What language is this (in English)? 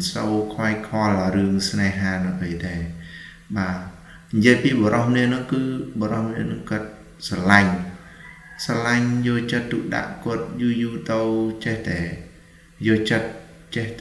Khmer